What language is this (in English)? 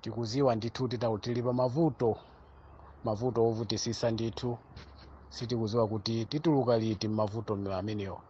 Nyanja